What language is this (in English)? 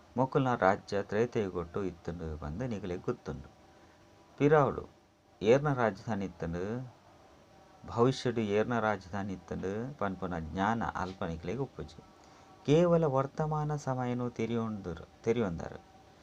Tulu